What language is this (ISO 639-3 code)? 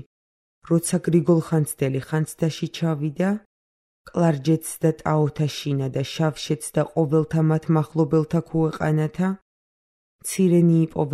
kat